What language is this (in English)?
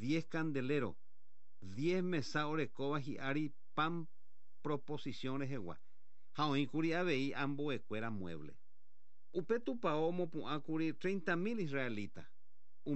Guarani